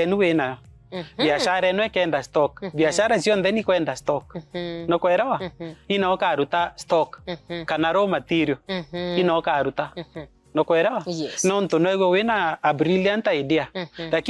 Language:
Meru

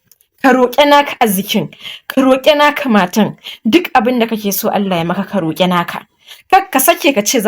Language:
Hausa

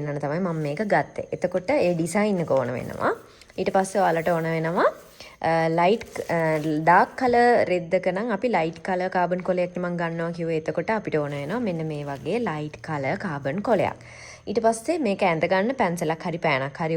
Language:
Sinhala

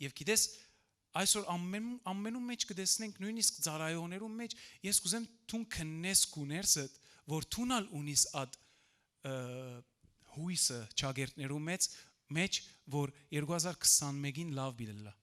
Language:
Western Armenian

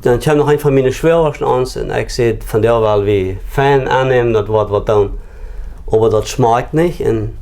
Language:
Plautdietsch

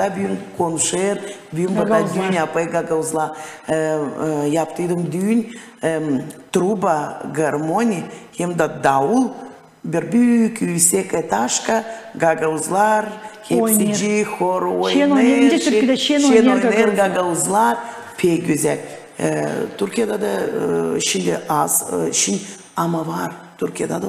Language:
Gagauz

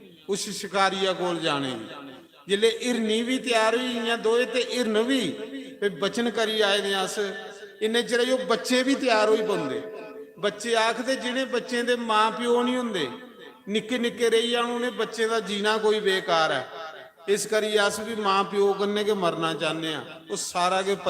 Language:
Dogri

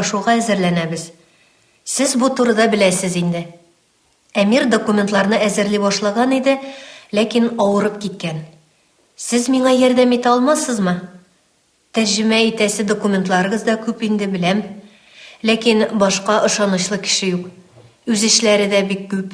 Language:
Tatar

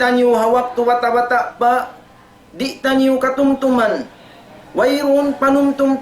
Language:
Tausug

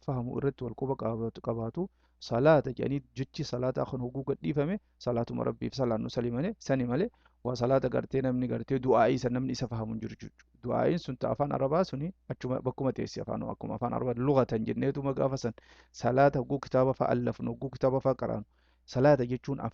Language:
Oromo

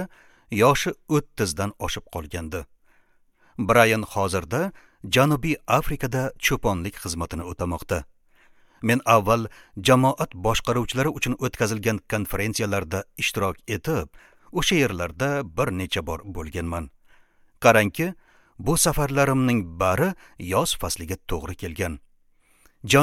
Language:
Uzbek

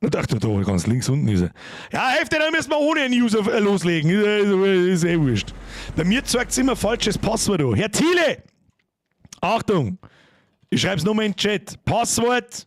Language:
Bavarian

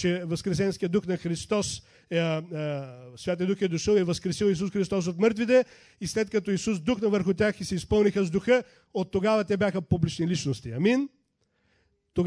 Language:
Bulgarian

